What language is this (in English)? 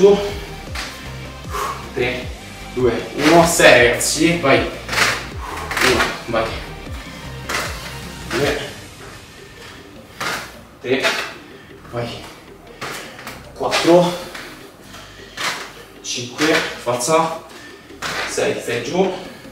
Italian